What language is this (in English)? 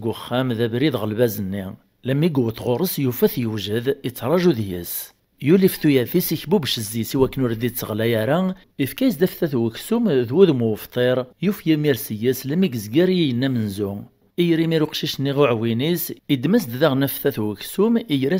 Kabyle